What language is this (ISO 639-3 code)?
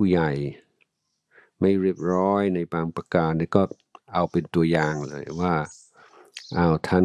tha